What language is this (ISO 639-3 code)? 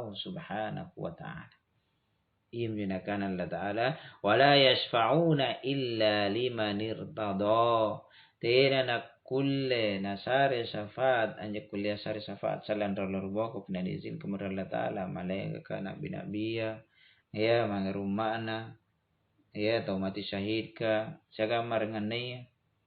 mak